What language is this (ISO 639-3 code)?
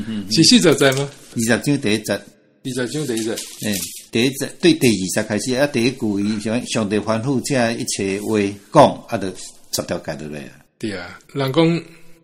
nan